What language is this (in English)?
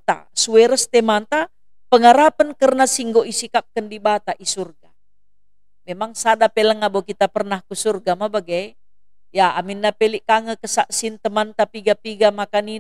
Batak Karo